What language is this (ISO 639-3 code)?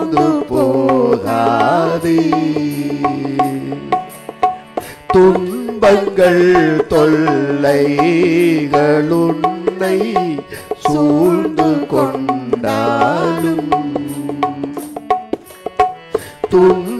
tam